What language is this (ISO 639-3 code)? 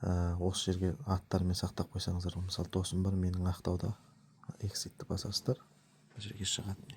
kaz